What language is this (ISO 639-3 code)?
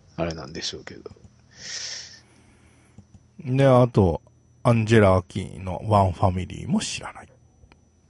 jpn